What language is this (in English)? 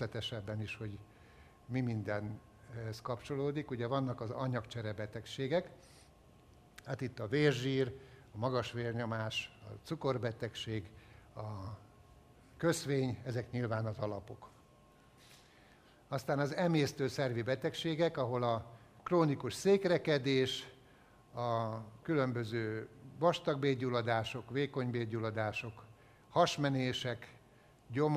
Hungarian